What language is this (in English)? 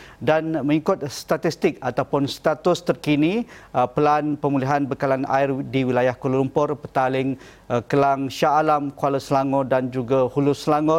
Malay